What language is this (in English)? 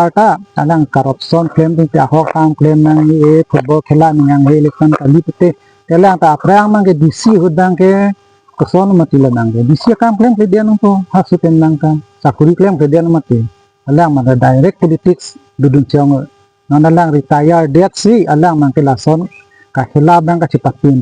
Karbi